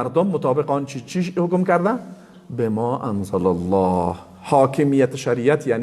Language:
Persian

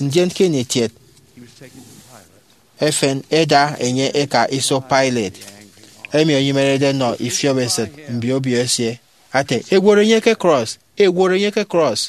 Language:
Efik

